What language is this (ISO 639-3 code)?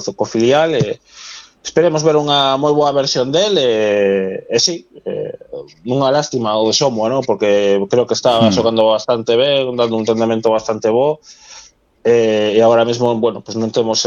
glg